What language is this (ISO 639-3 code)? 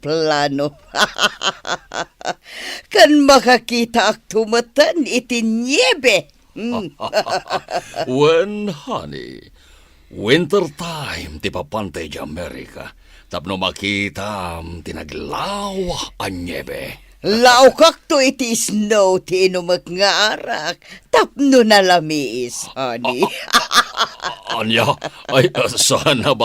ilo